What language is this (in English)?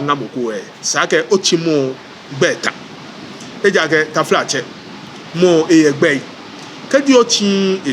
Ga